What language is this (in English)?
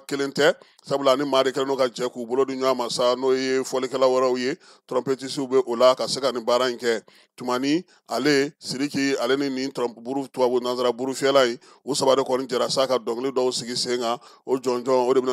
Bambara